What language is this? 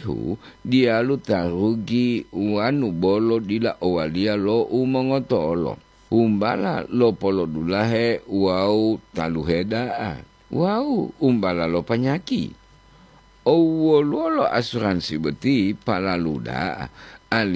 Gorontalo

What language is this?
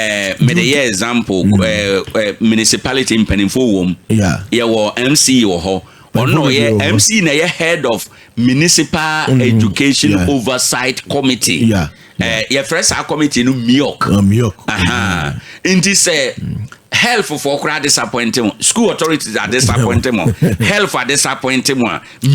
Akan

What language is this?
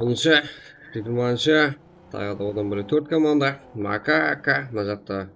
Kara-Kalpak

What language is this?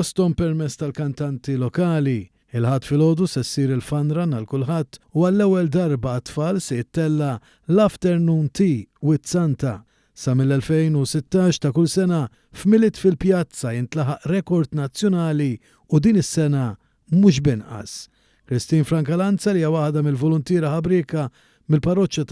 Maltese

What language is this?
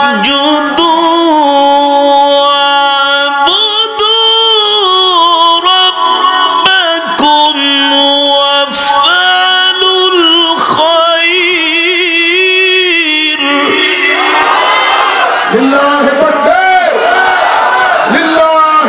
Arabic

